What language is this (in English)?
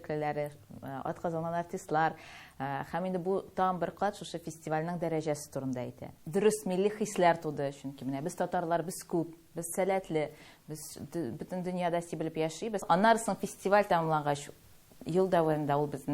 Tatar